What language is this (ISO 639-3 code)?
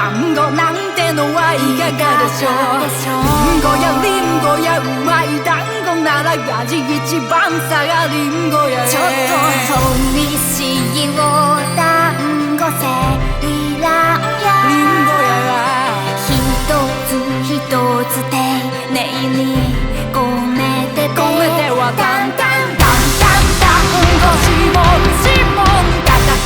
jpn